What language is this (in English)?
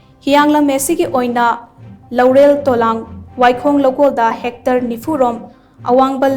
Manipuri